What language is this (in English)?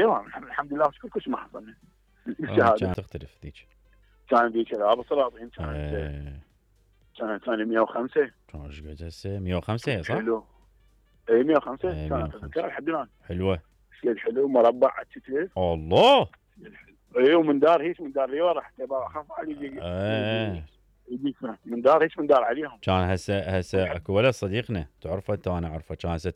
Mesopotamian Arabic